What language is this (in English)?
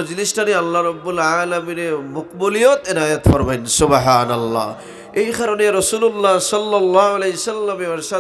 Sylheti